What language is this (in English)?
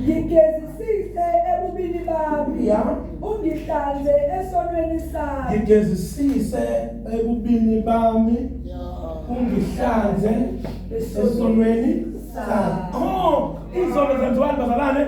Zulu